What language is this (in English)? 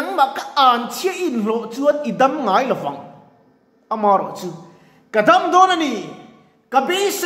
Mizo